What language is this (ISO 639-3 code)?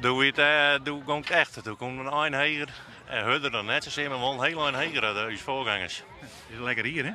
fry